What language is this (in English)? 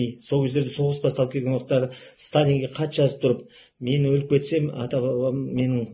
Kazakh